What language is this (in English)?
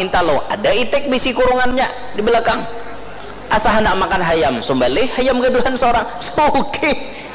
Banjar